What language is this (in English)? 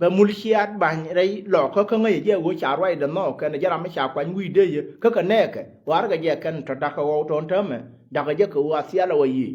Nuer